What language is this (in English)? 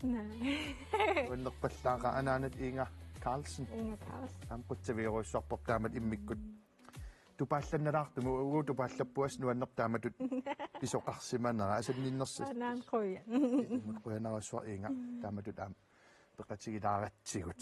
Kalaallisut